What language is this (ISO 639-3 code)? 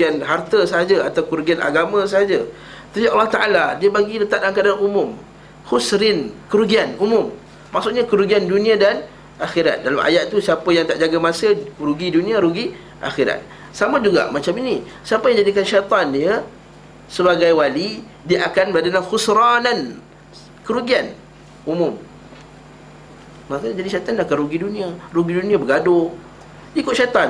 msa